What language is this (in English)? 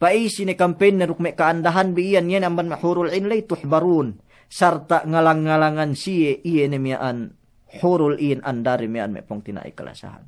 Yakan